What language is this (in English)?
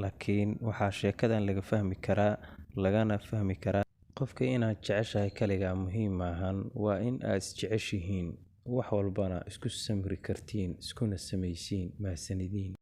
Somali